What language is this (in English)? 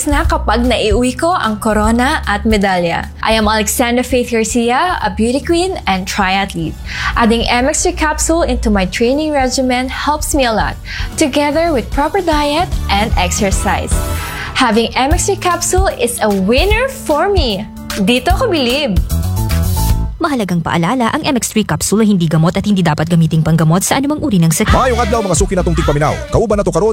Filipino